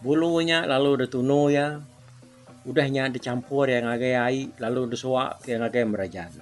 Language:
Iban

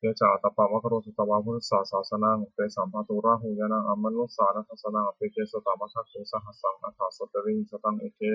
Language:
Pali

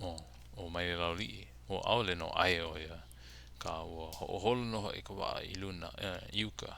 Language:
Hawaiian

